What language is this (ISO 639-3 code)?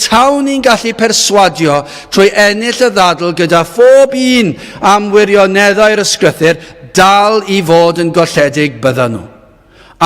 cym